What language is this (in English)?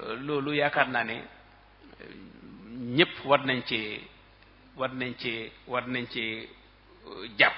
Wolof